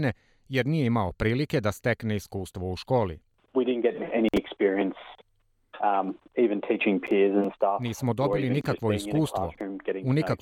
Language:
Serbian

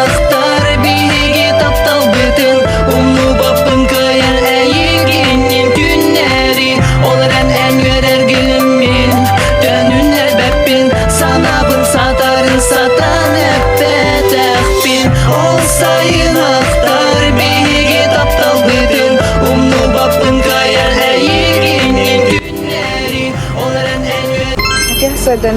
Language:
Yakut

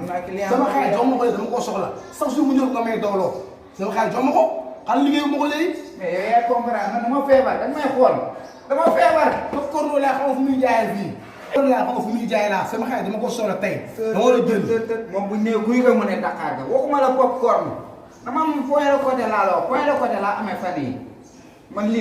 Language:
Wolof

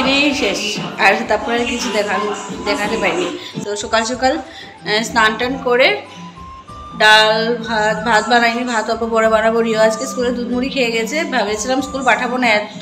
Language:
Bangla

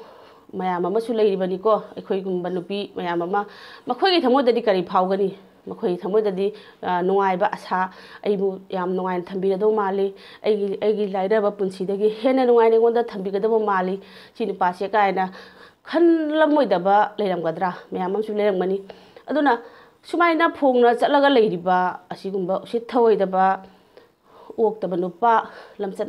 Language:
Manipuri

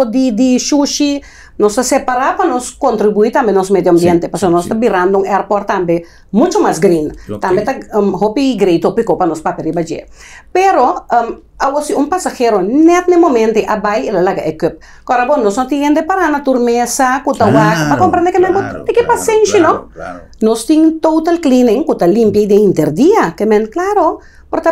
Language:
Papiamento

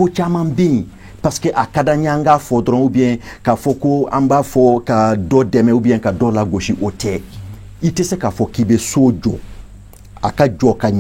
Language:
Bambara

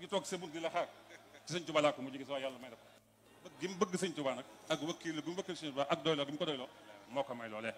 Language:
Wolof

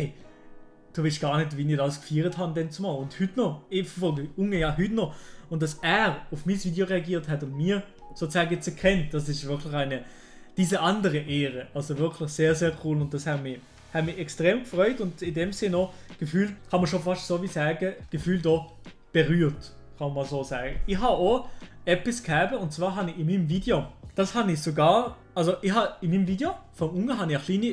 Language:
Swiss German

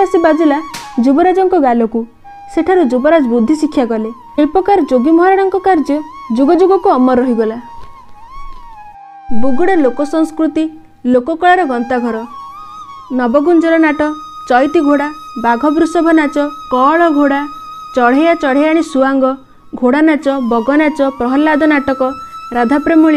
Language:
Odia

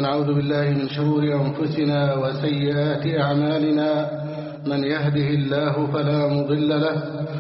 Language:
Arabic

